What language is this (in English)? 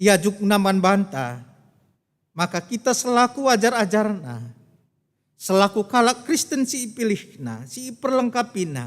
Batak Karo